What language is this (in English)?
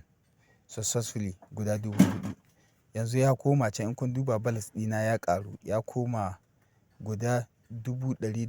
Hausa